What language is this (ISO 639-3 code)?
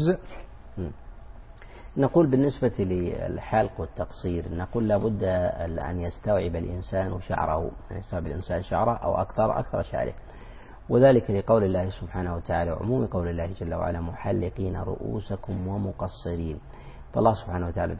ara